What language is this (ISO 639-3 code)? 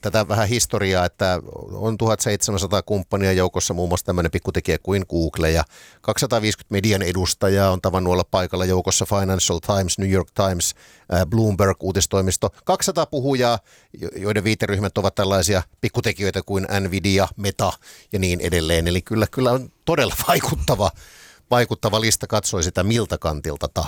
fin